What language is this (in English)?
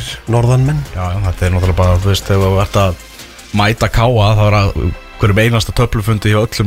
Icelandic